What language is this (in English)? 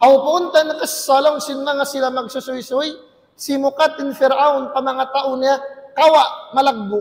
Tausug